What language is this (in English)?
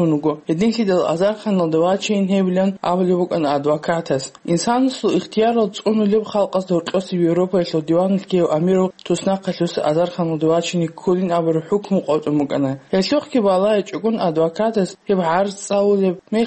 Avaric